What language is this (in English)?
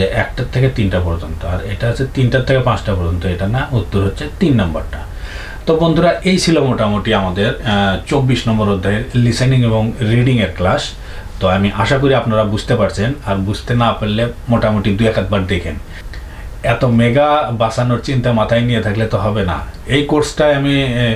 Bangla